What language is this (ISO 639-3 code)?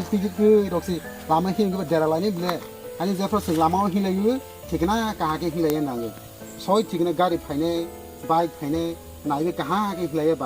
trp